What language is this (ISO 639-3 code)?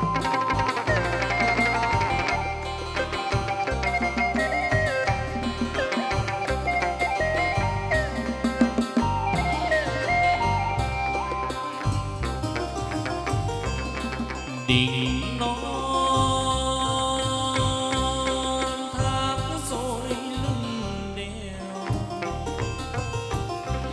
vie